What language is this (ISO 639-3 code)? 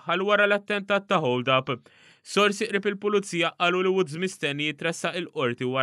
mlt